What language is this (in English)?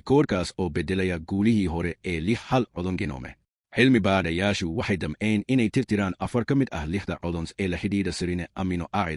Somali